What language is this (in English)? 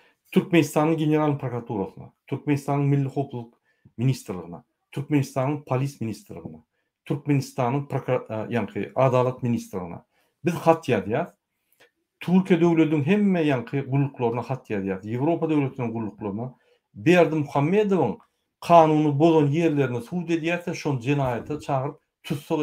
Turkmen